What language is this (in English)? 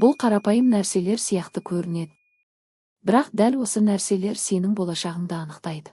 Kazakh